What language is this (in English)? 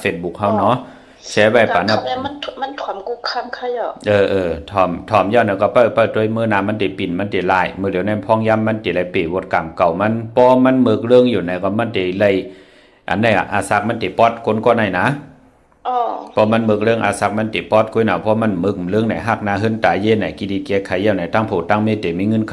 Shan